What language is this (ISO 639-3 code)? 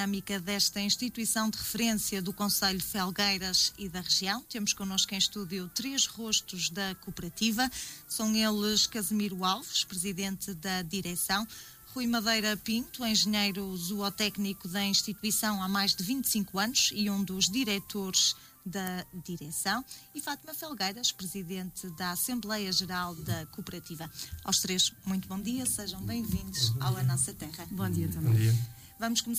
por